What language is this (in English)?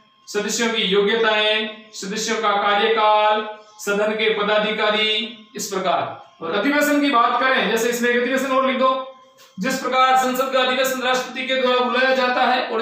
Hindi